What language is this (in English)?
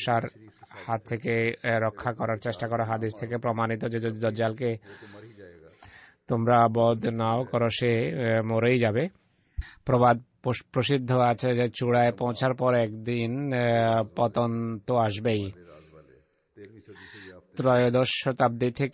Bangla